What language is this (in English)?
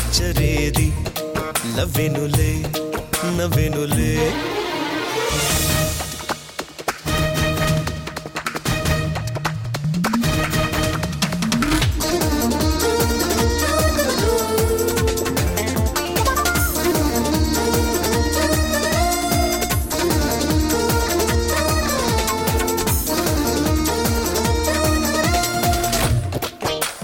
Telugu